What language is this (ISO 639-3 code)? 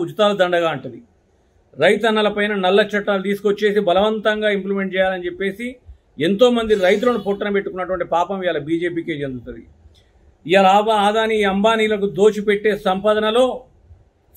tel